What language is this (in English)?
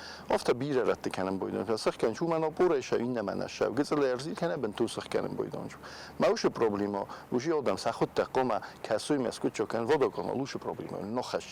Ossetic